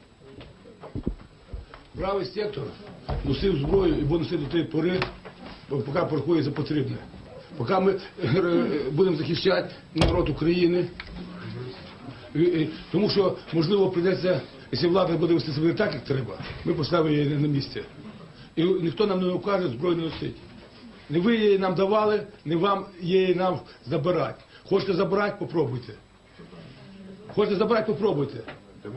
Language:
Ukrainian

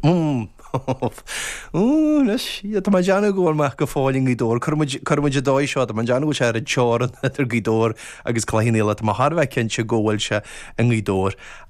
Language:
Irish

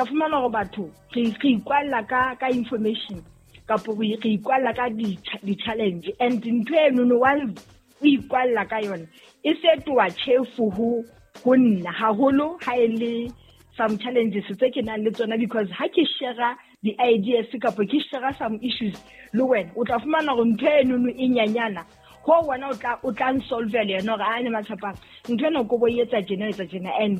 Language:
Southern Sotho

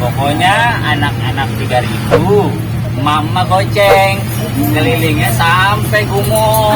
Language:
Betawi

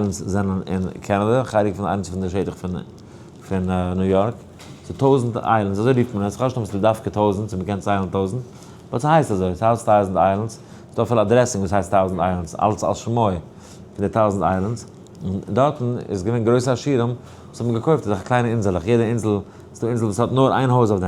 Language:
Yiddish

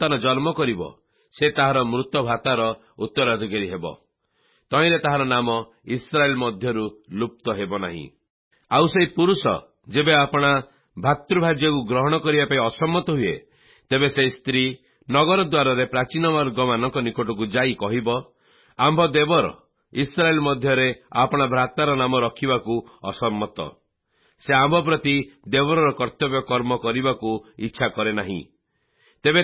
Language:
Odia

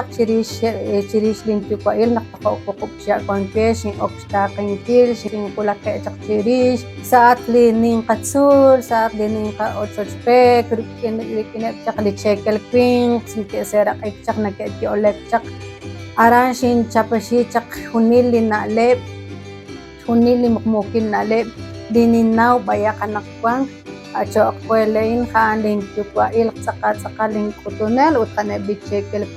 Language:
Kekchí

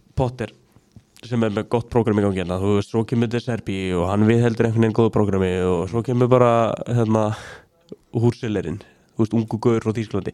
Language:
Icelandic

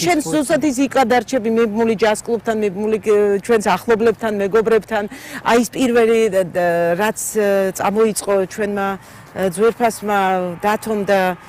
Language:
Georgian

